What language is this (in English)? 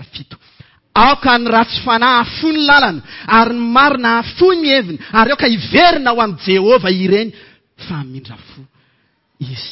Malagasy